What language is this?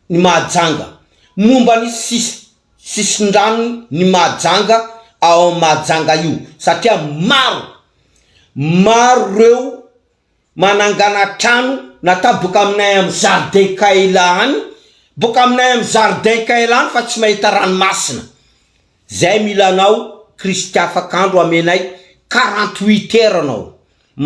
Malagasy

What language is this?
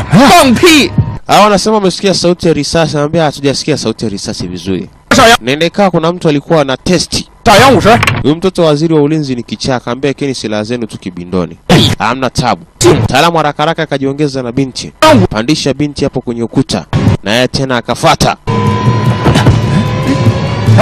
Swahili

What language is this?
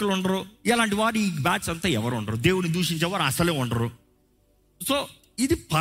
Telugu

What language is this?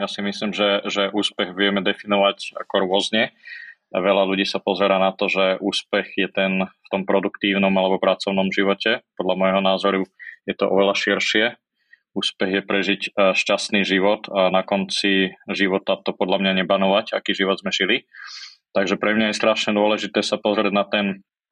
Slovak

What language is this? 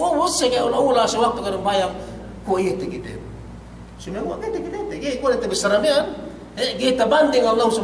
Yakan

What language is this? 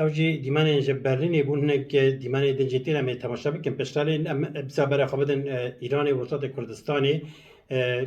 Kurdish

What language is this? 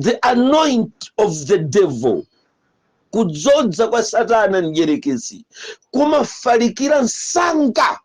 Nyanja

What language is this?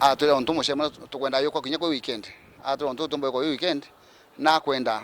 Meru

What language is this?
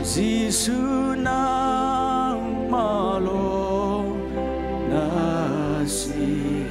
Hakha Chin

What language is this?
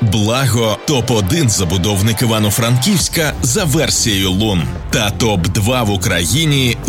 Ukrainian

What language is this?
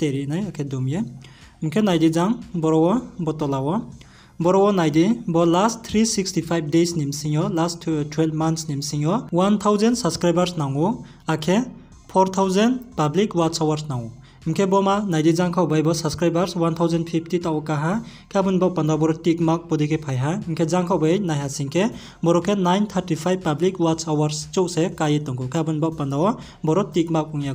Riang (India)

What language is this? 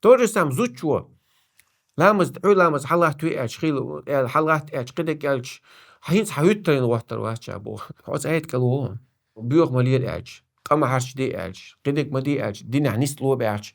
Chechen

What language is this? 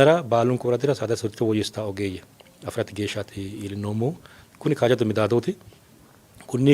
Sidamo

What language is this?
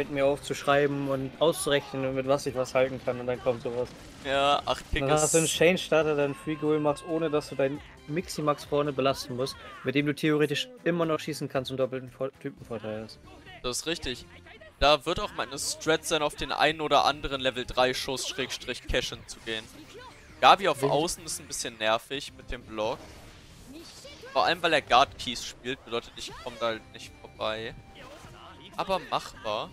German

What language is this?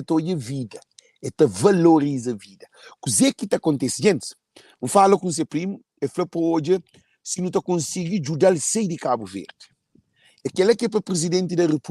Kabuverdianu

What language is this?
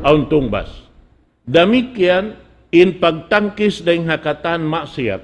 Tausug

